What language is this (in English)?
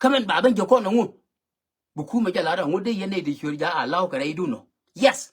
Nuer